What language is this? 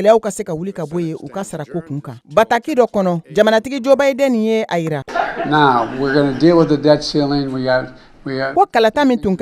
Bambara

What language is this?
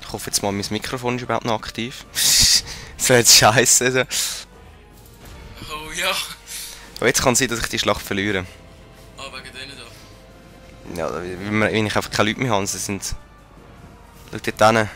Swiss German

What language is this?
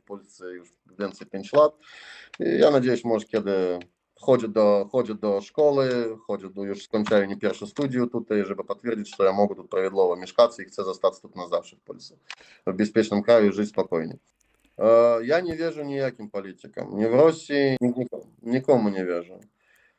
Polish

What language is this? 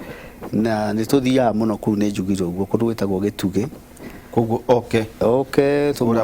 Kikuyu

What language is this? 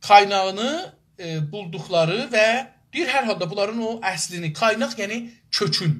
South Azerbaijani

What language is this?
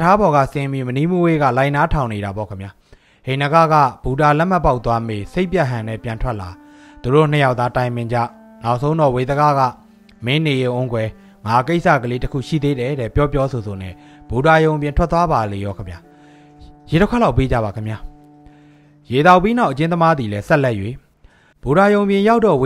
Burmese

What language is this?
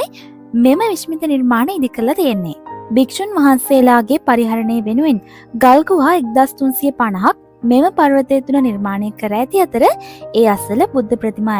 Sinhala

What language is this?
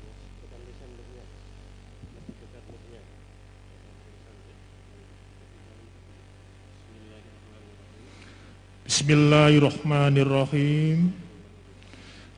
Indonesian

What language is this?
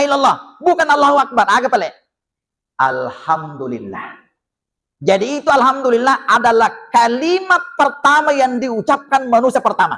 Buginese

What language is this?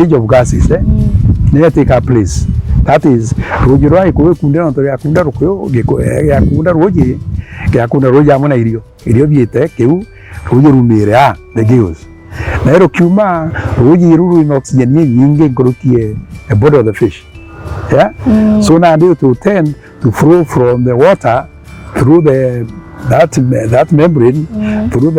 Meru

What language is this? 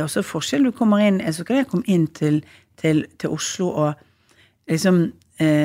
Norwegian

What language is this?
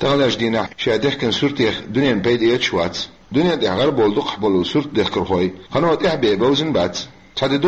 Chechen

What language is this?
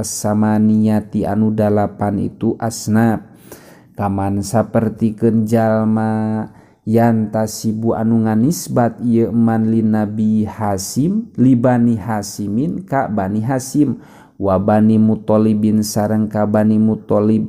Sundanese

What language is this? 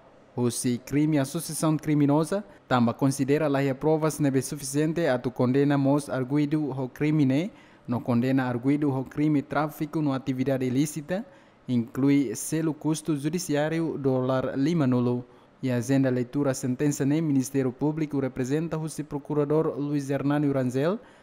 Tetum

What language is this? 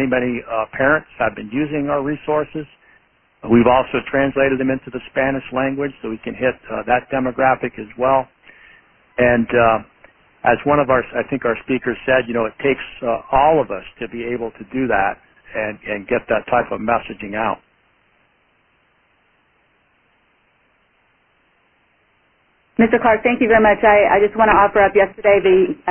English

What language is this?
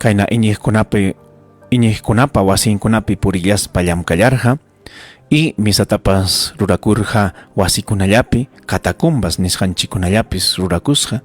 Ayacucho Quechua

